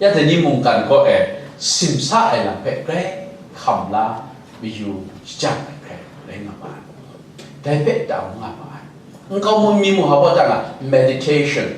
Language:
Kachin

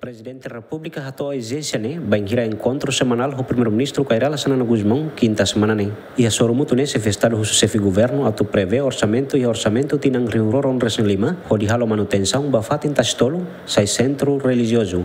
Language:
Tetum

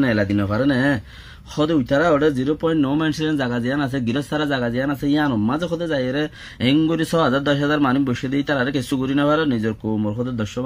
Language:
Rohingya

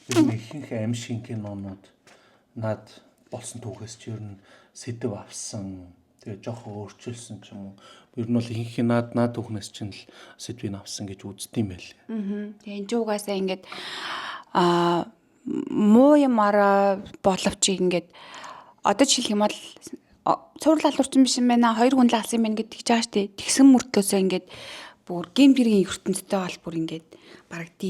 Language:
Mongolian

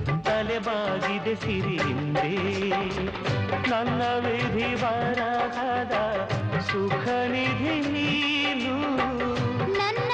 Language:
Kannada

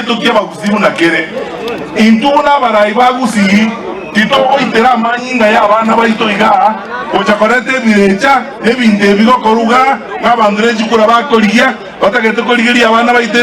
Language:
Gusii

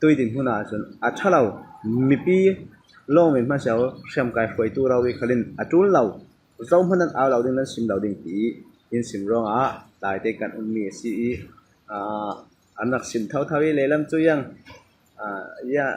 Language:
Falam Chin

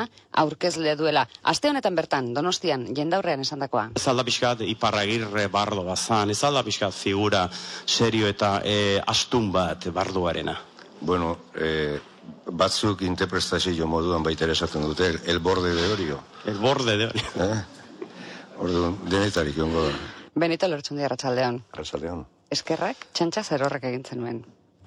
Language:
Basque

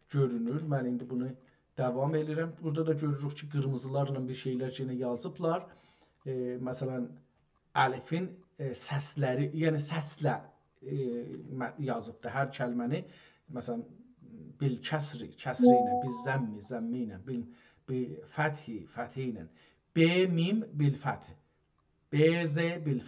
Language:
South Azerbaijani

